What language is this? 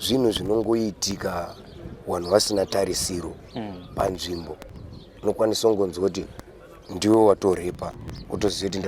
Shona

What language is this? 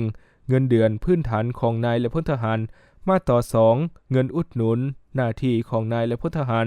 Lao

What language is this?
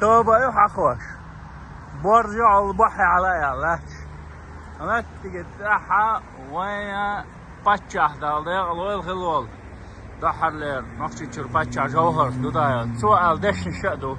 Chechen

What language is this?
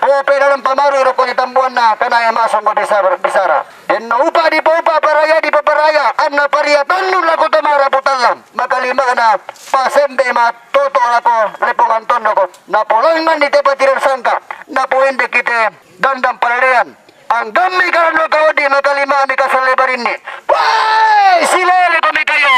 Toraja-Sa'dan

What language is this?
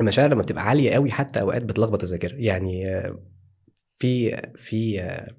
Egyptian Arabic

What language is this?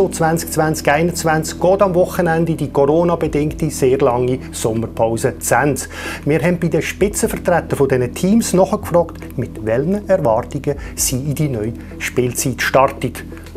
Swiss German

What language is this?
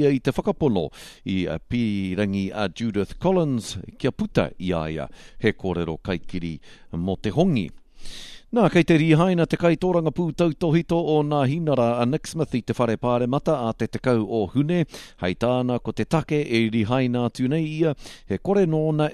Māori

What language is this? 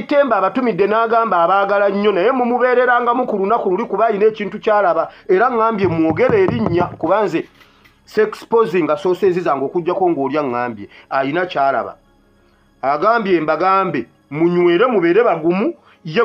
Ganda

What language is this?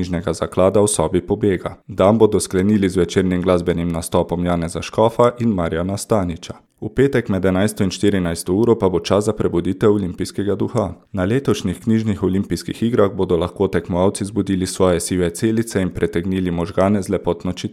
Slovenian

